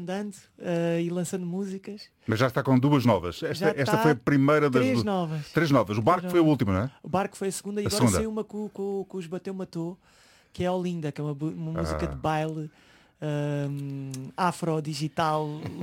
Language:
Portuguese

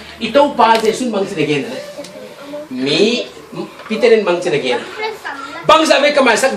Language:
Tedim Chin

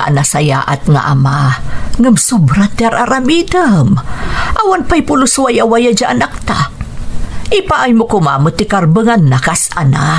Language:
Iloko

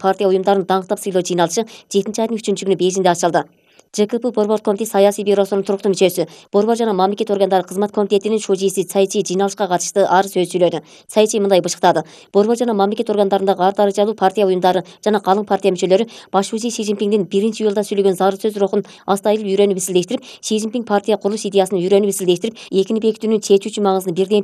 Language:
Kyrgyz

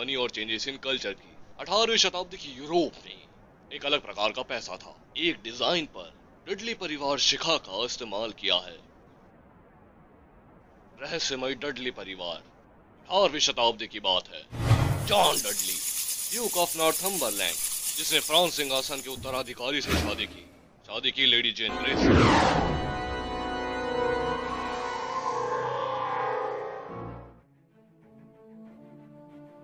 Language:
Hindi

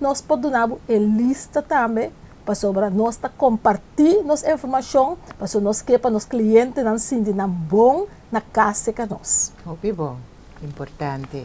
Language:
Papiamento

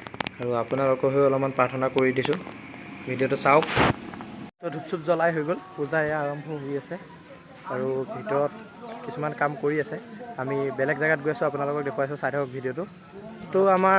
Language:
Assamese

